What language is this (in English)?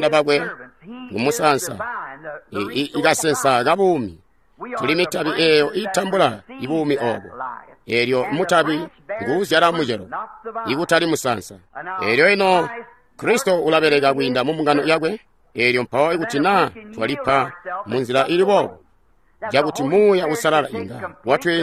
Tonga (Zambia)